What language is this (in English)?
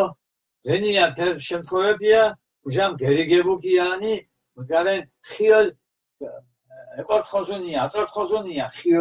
Mingrelian